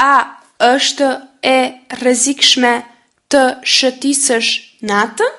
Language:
Albanian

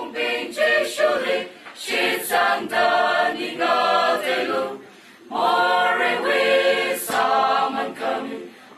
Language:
Tangkhul Naga (India)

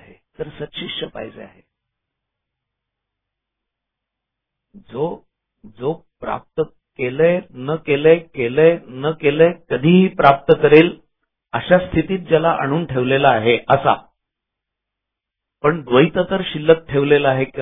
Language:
Marathi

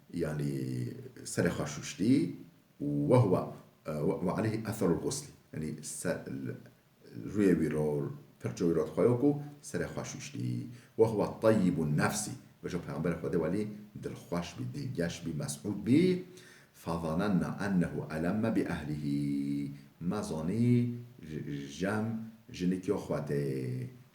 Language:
Kurdish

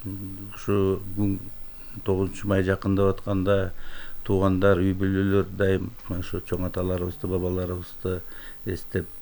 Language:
Kyrgyz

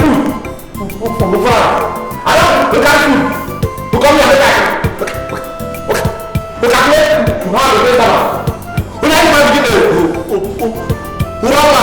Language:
Nigerian Pidgin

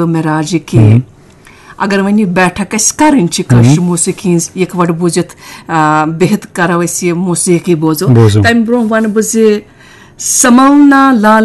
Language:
Kashmiri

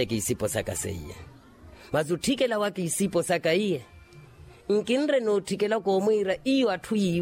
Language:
Makhuwa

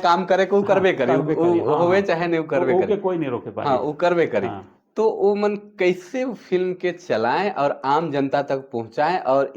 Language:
Sadri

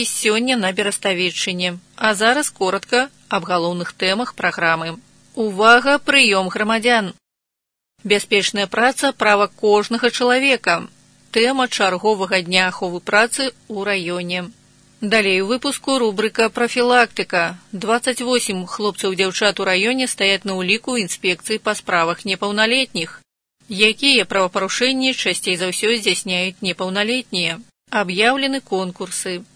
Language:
Belarusian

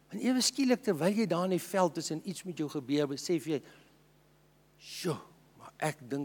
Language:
Afrikaans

